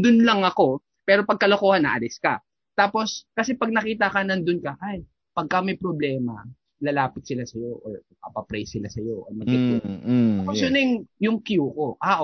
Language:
Filipino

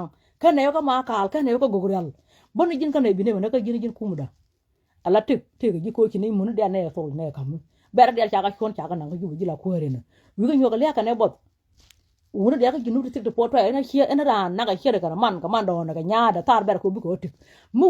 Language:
Nuer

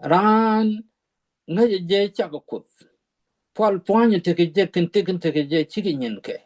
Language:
Nuer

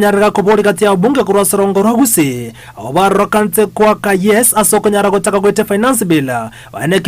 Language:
Gusii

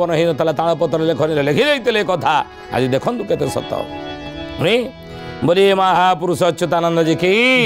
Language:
Odia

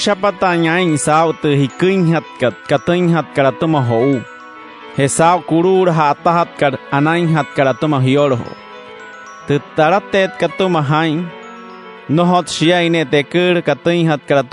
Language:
Wayuu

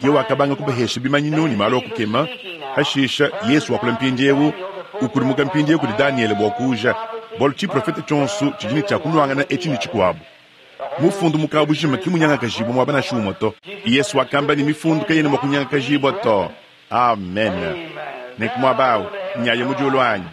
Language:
Luba-Lulua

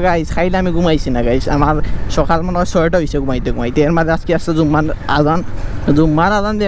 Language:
Sylheti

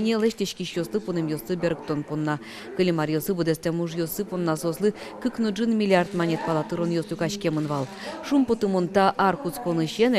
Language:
Udmurt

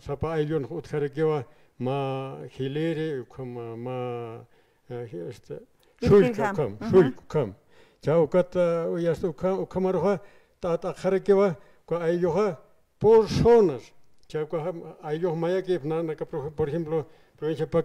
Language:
Aymara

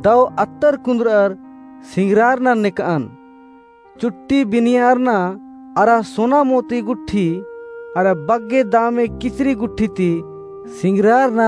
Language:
Kurukh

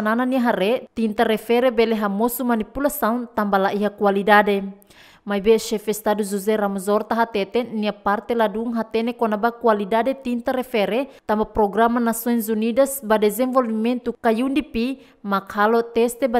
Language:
Tetum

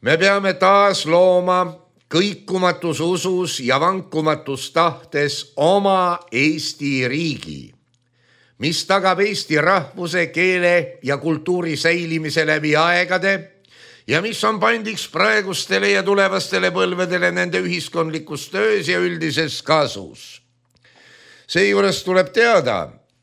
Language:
Estonian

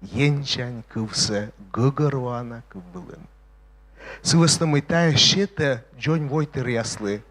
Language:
Komi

